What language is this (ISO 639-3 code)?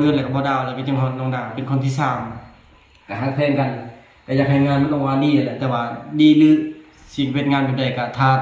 lao